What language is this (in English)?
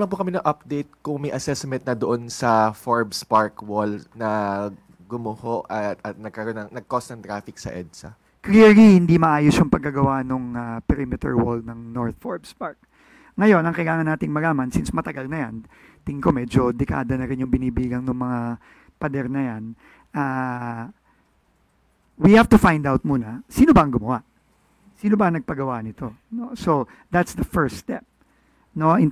Filipino